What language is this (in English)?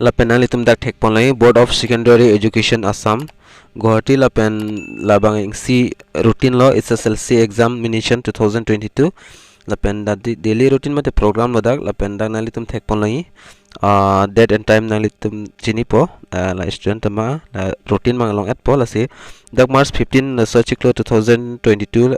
Karbi